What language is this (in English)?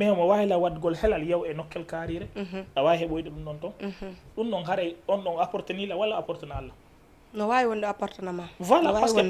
Fula